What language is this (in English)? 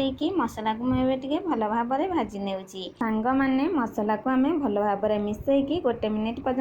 Odia